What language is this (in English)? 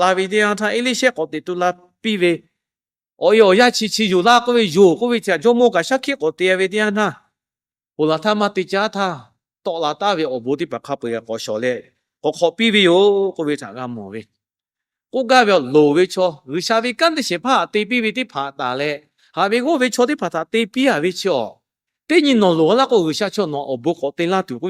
Lahu